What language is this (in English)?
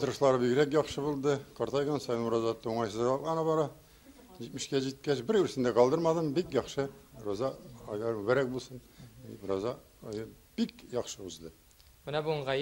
Tatar